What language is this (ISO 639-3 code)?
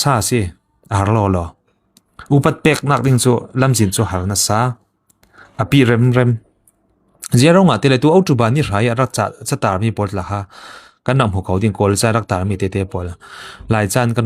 cfm